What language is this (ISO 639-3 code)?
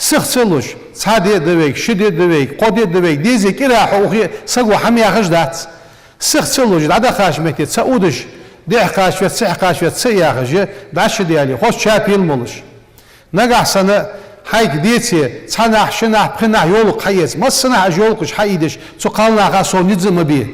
inh